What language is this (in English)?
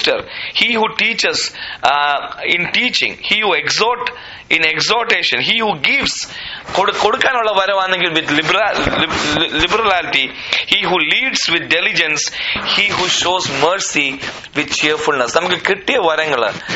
Malayalam